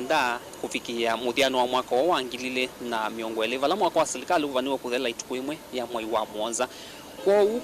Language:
Kamba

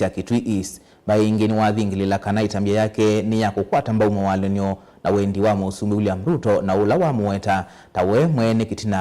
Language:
Kamba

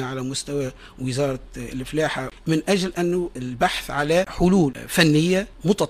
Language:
Tunisian Arabic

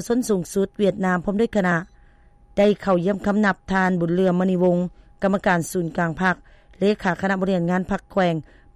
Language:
Lao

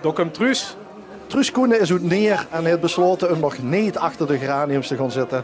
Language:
Limburgish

